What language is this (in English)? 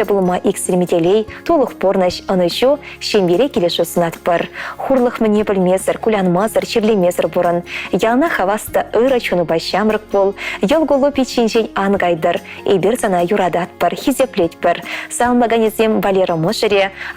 Chuvash